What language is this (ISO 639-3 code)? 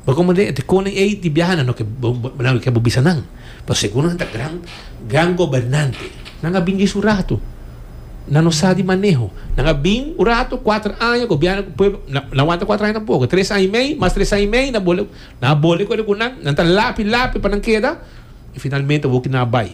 pap